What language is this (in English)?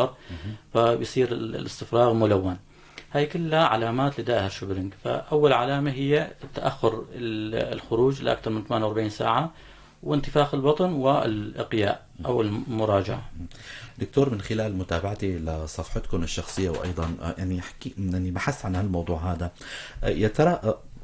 North Levantine Arabic